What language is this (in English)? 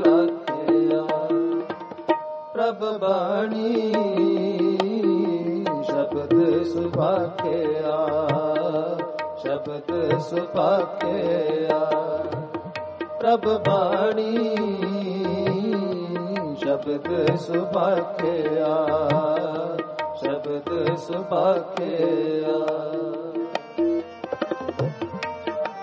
Punjabi